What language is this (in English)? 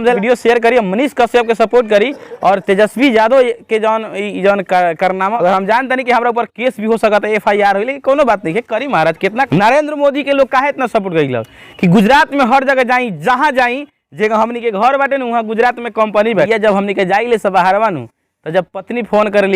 Bhojpuri